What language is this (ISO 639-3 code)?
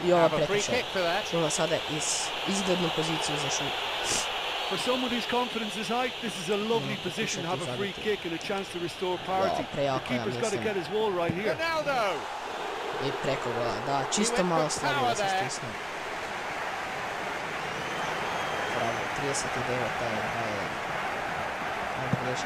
hrv